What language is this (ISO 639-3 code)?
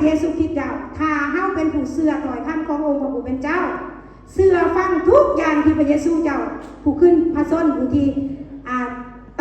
lao